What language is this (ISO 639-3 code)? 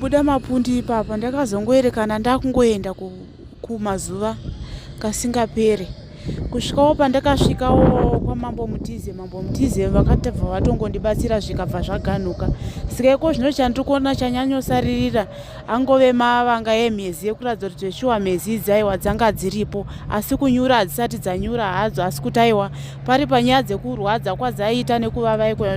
sna